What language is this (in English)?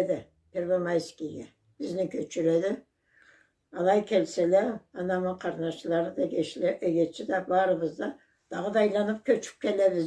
Karachay-Balkar